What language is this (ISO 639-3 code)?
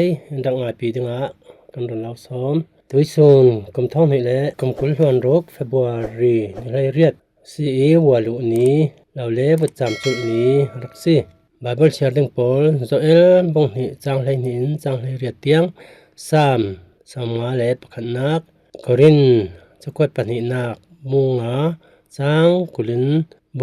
cfm